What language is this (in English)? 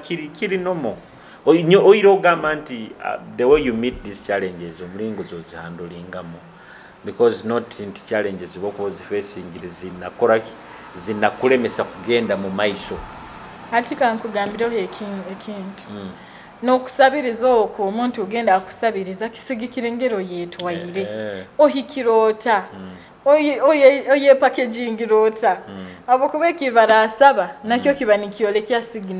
Nyoro